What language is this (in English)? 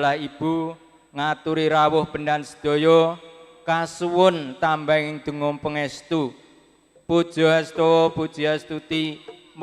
Javanese